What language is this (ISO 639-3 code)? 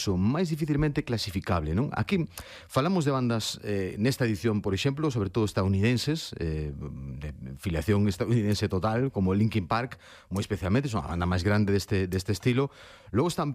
glg